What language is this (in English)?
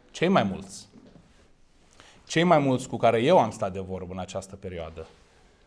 Romanian